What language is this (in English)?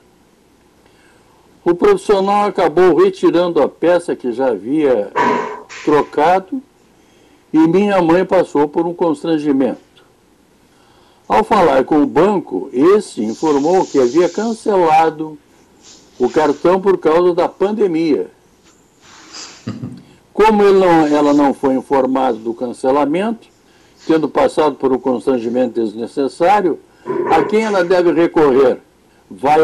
Portuguese